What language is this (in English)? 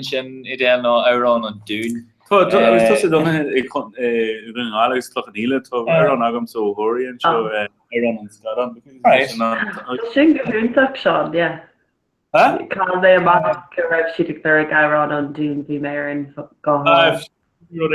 Irish